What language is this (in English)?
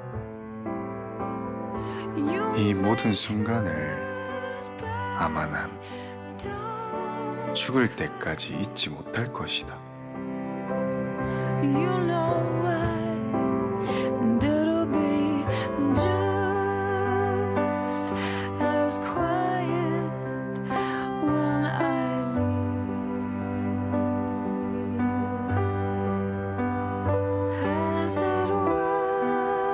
Korean